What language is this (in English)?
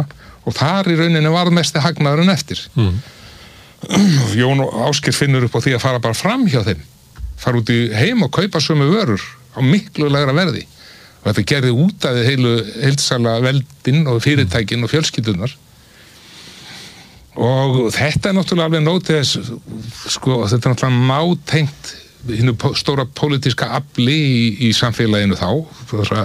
Icelandic